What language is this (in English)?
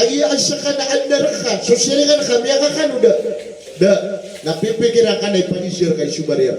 Maranao